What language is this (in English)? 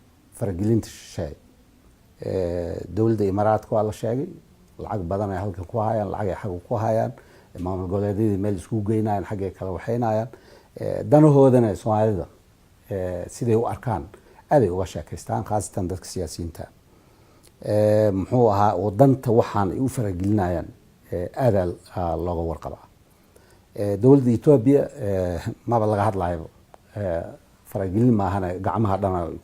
Somali